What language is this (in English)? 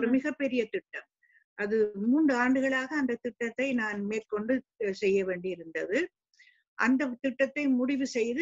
Tamil